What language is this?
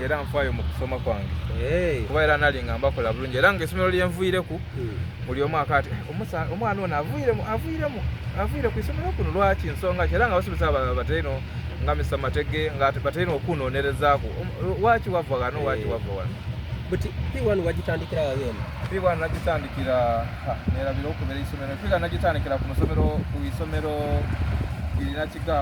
Soga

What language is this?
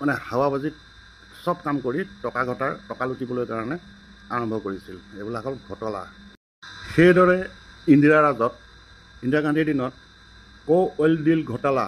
Assamese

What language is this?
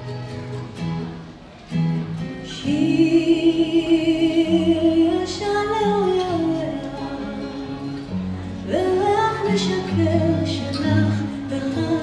Hebrew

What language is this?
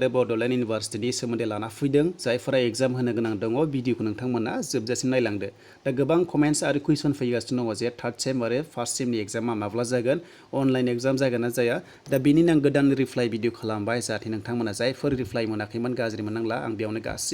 Bodo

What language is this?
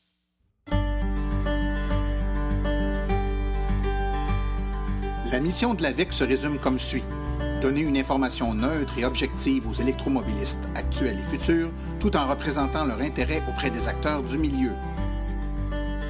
French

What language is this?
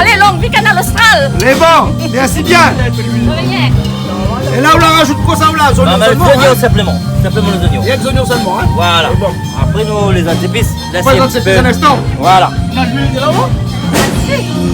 Réunion Creole French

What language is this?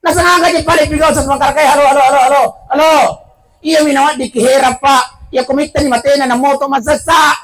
Buginese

